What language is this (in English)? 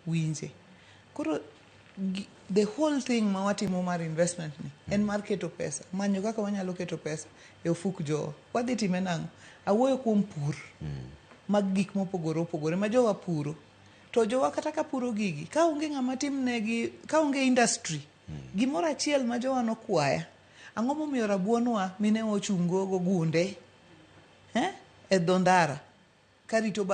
Luo (Kenya and Tanzania)